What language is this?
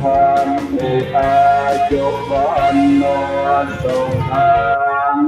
Pali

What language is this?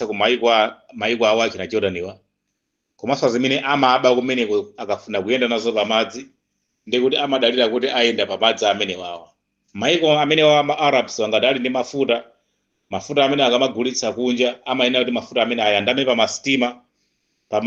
Nyanja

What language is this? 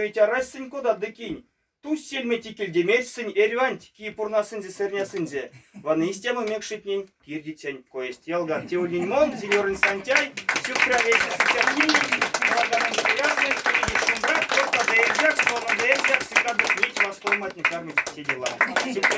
Erzya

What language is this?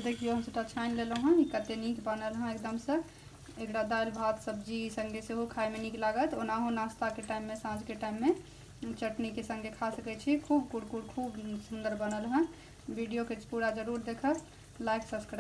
Maithili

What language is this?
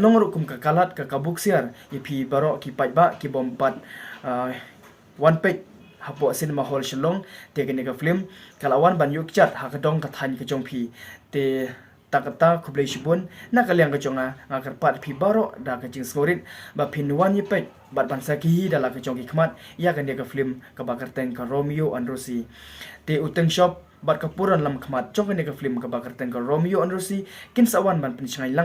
Khasi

